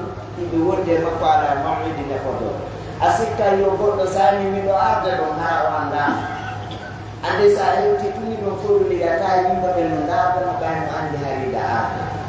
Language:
Pular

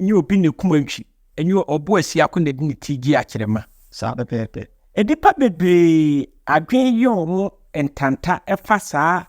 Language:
Akan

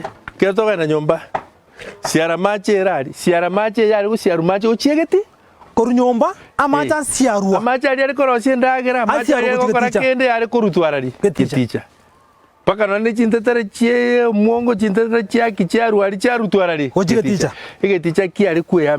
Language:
Gusii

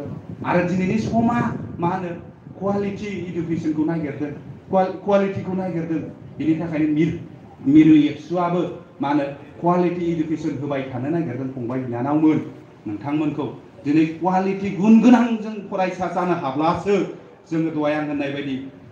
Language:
Bodo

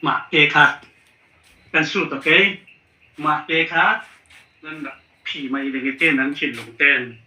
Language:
Falam Chin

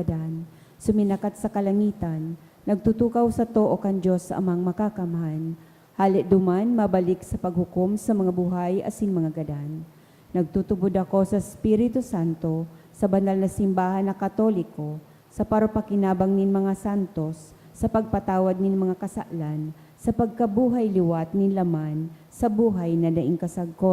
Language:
Bikol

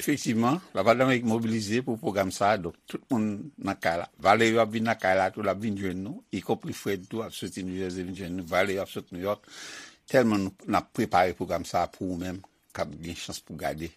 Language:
Haitian Creole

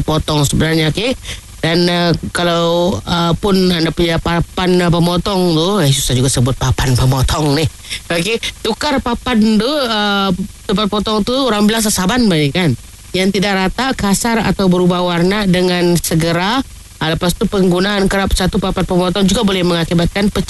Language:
Malay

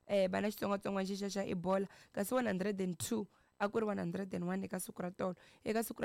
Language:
Tsonga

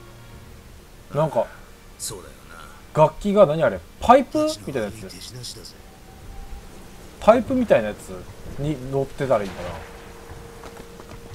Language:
Japanese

